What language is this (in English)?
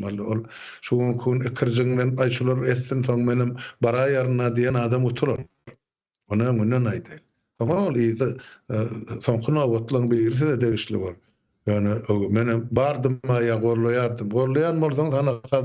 Turkmen